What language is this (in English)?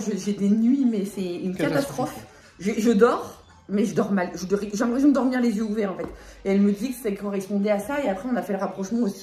French